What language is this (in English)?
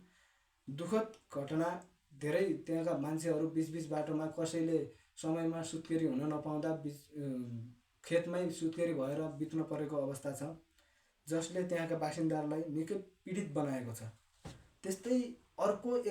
Nepali